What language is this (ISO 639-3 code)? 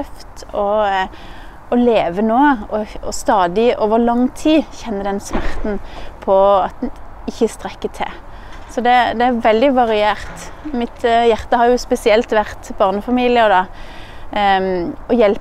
nor